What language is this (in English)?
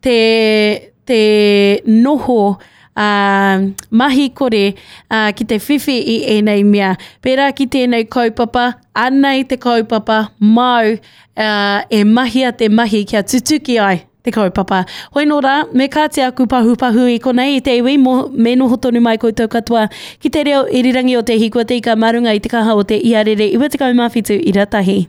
Māori